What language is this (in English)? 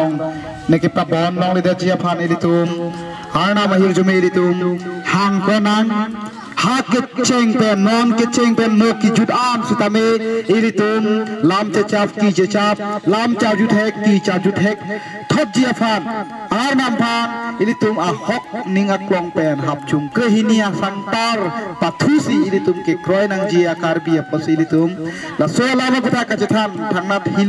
Karbi